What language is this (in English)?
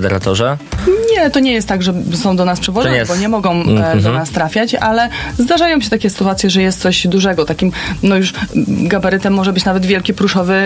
Polish